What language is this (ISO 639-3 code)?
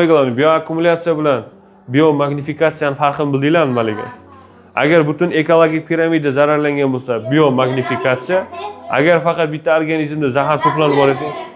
uzb